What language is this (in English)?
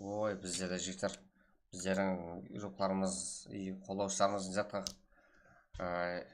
Kara-Kalpak